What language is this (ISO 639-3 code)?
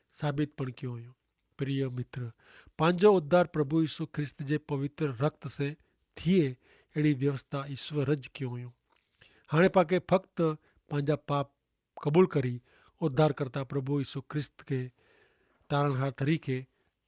kfr